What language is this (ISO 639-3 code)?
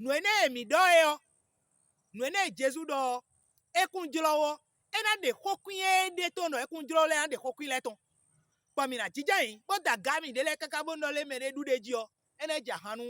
fon